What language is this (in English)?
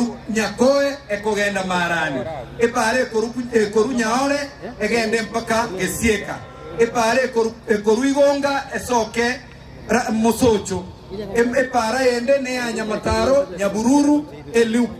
Gusii